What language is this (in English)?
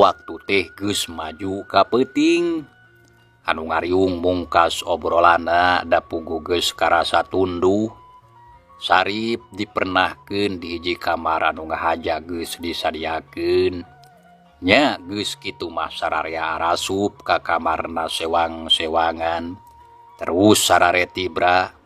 Sundanese